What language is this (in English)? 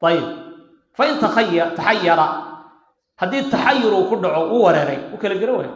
Somali